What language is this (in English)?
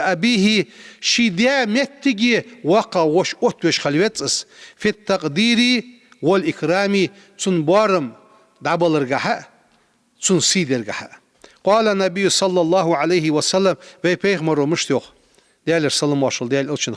Ingush